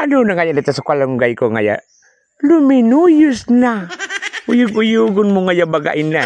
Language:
Bikol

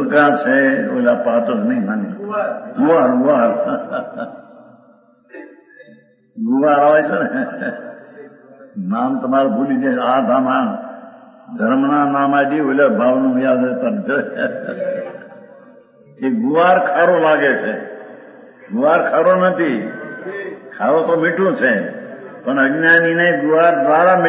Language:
Gujarati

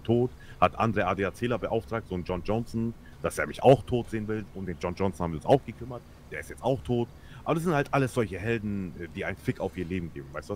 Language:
German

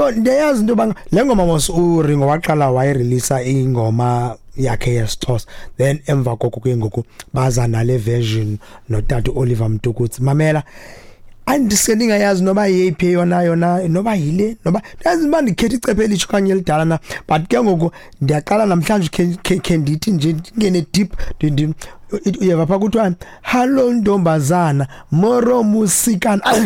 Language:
Xhosa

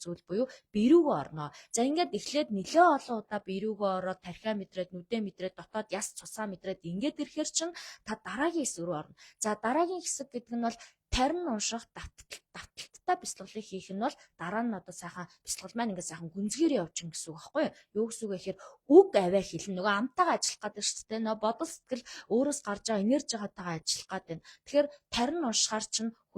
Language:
Mongolian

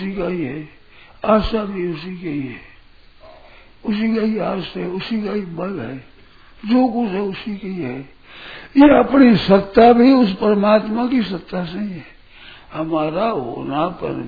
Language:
Hindi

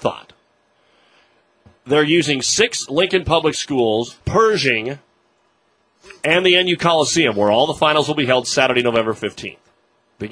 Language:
English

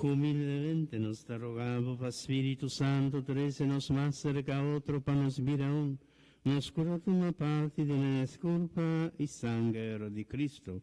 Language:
Papiamento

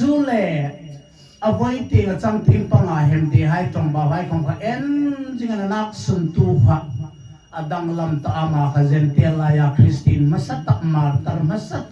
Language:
Hmar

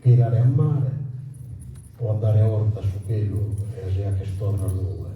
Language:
Sardinian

